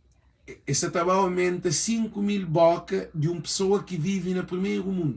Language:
Kabuverdianu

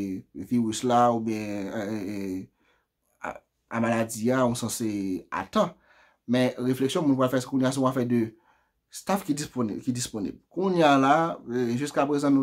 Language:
Haitian Creole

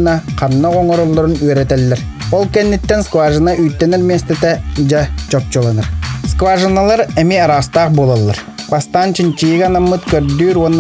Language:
Yakut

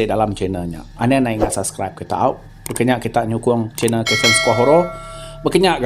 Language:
Iban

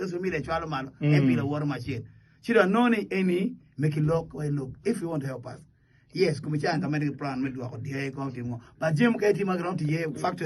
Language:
Acoli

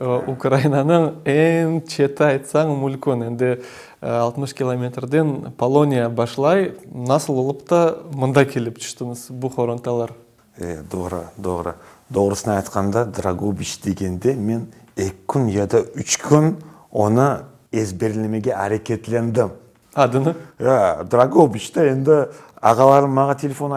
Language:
Crimean Tatar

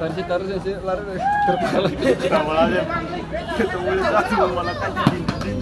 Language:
Ambonese Malay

